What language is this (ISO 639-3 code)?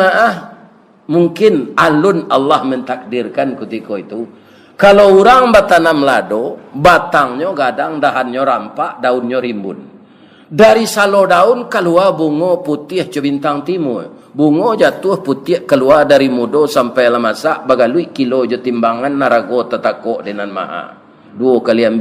min